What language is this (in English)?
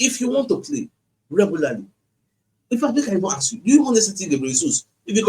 Nigerian Pidgin